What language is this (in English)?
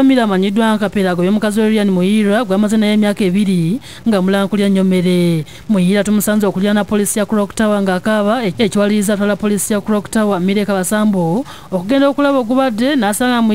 Ganda